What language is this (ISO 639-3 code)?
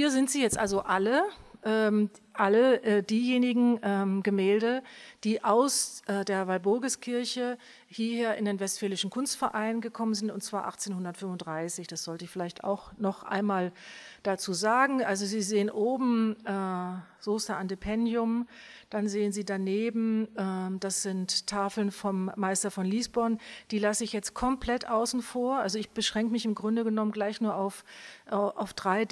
deu